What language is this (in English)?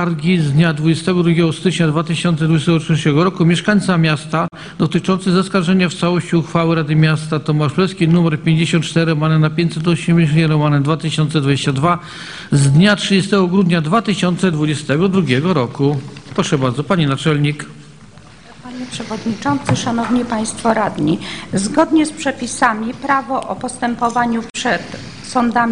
Polish